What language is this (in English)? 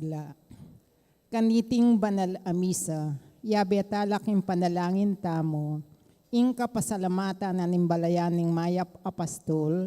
Pampanga